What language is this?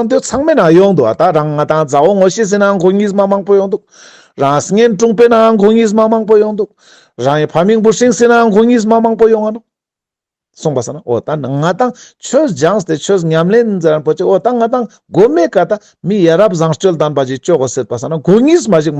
Ladakhi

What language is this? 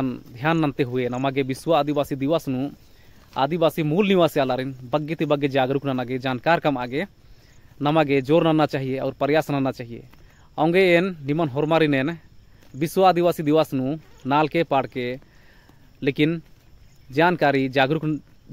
Kurukh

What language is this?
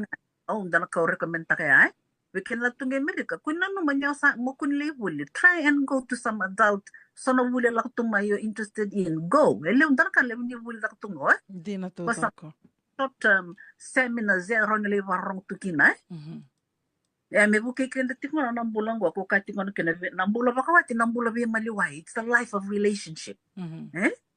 Fijian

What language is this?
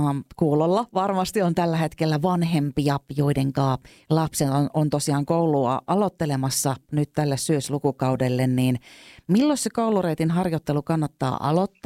Finnish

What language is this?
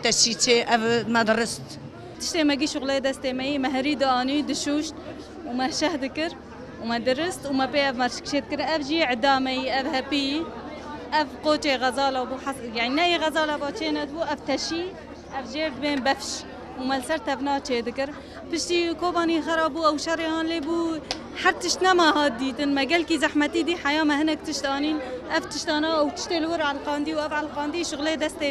Kurdish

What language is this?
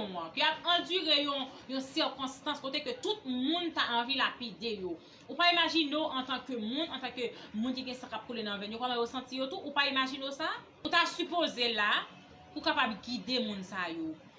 Haitian Creole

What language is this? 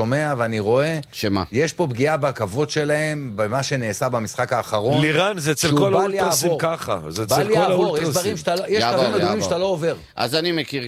Hebrew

